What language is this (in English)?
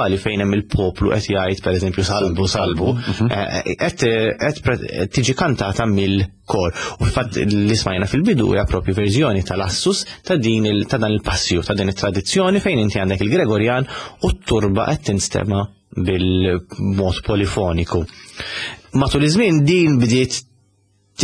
Maltese